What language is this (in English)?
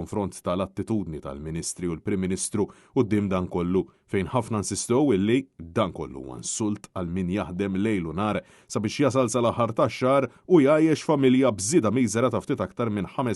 Maltese